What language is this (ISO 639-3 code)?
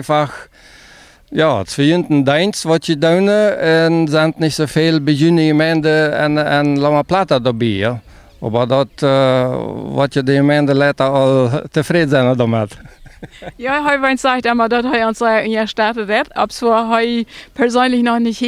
pdt